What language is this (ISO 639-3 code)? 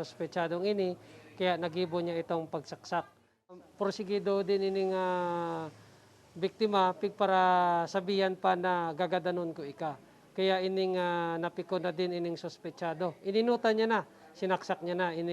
bik